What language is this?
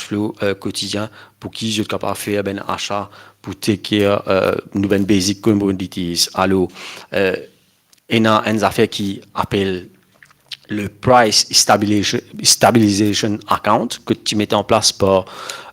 Morisyen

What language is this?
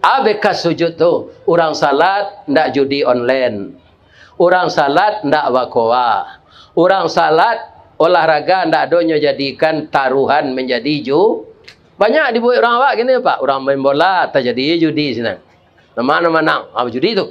Minangkabau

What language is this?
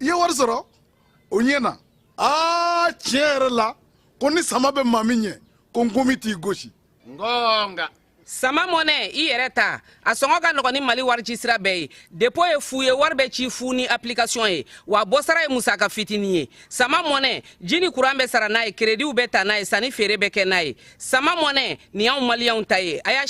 Bambara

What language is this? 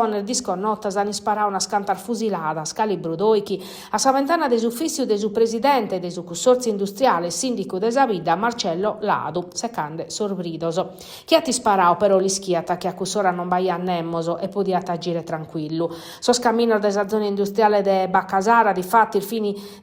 Sardinian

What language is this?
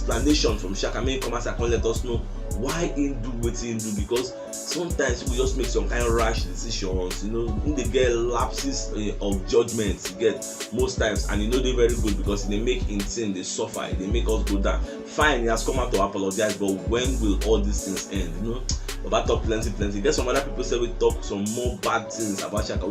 Nigerian Pidgin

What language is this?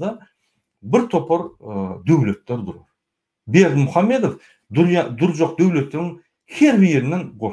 Turkmen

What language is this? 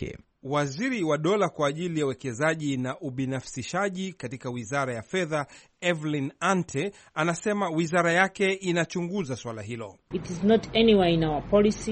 Swahili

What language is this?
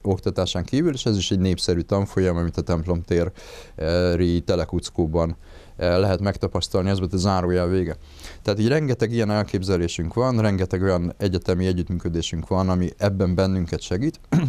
Hungarian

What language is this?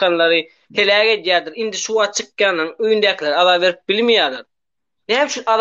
Turkmen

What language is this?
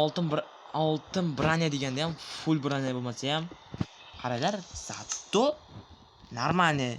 Uzbek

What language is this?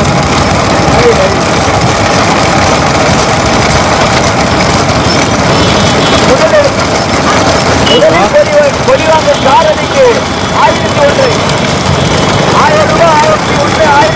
Tamil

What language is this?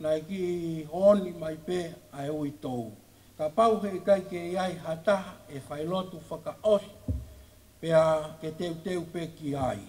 Tongan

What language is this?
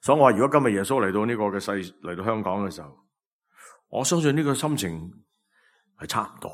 Cantonese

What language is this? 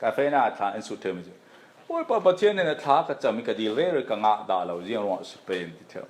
Falam Chin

